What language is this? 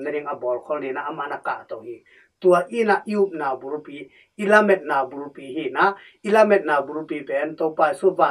Tedim Chin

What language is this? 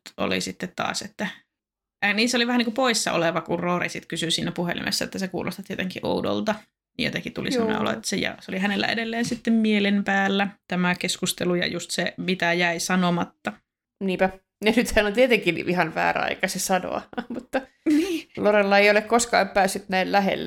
Finnish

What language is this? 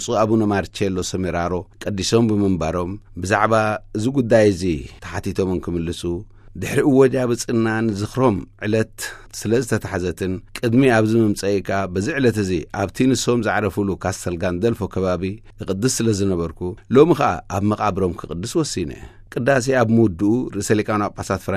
Tigrinya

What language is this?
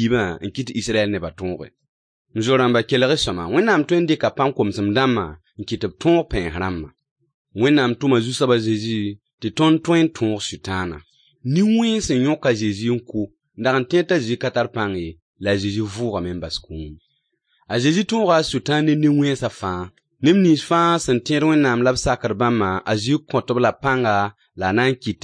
Mossi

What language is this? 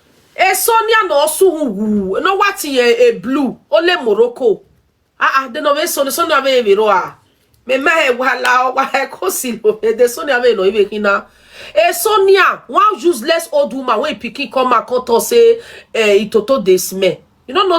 Nigerian Pidgin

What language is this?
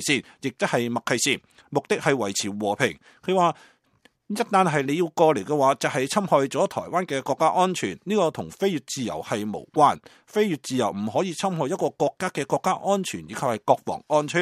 Cantonese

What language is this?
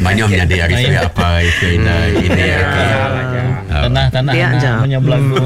Iban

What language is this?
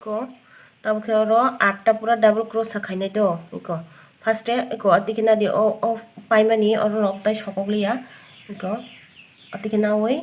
Kok Borok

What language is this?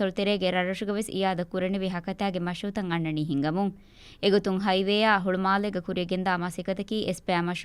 Divehi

